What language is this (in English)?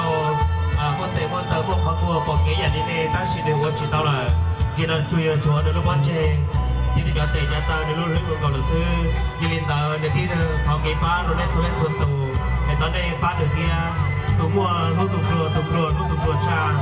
Hmong